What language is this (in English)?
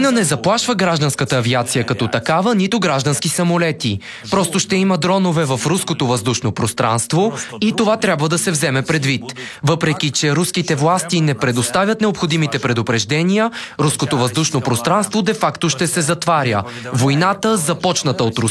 Bulgarian